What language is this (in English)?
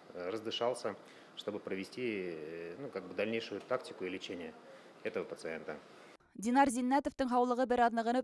Bashkir